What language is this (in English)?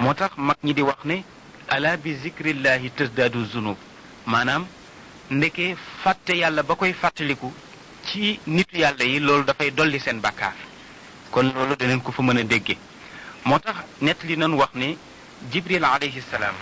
Wolof